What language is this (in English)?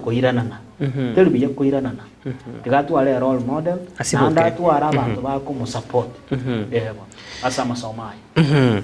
Gusii